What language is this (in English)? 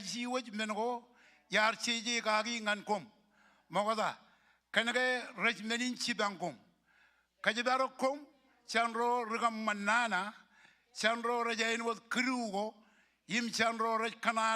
Marshallese